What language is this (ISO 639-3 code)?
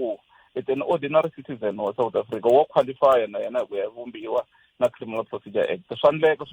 tso